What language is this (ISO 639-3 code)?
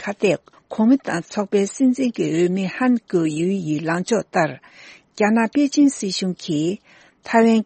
bod